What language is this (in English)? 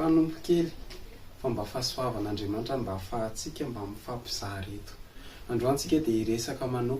Malagasy